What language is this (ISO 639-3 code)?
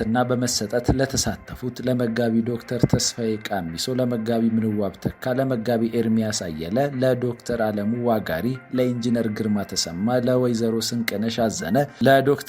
amh